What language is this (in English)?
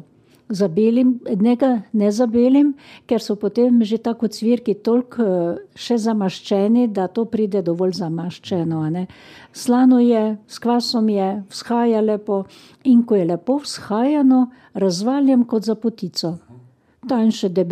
Slovenian